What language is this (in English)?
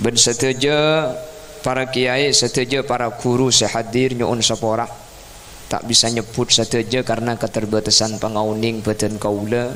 Madurese